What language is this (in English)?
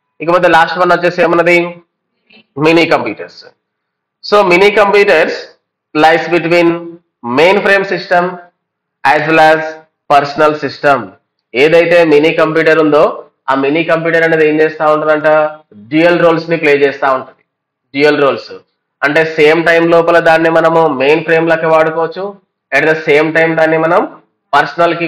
Telugu